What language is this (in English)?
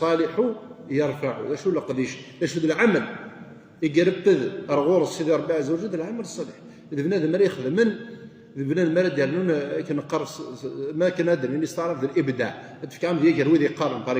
Kabyle